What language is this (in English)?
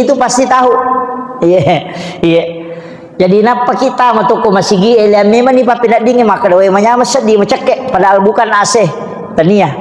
Buginese